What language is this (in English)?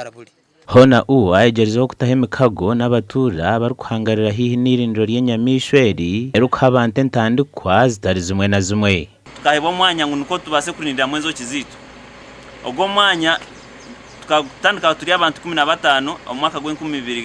Nyankole